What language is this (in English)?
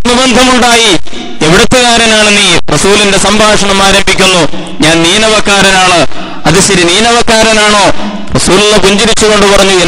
Malayalam